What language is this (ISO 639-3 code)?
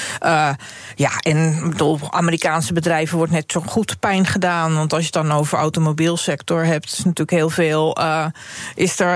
nld